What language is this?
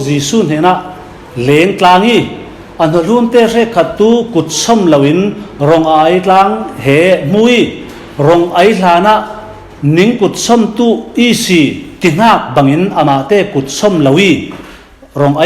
Falam Chin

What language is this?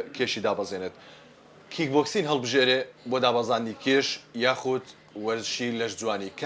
Central Kurdish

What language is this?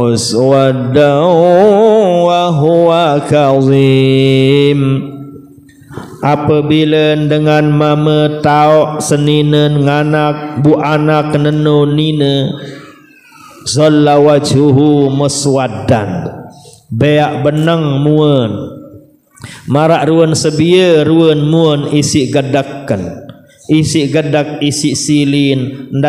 Sasak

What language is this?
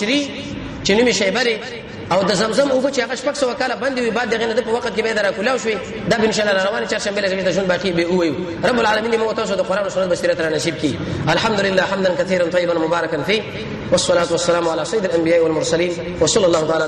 Pashto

